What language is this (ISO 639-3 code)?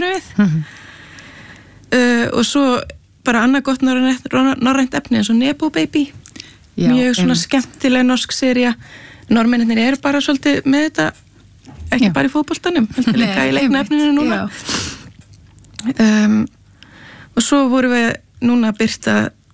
isl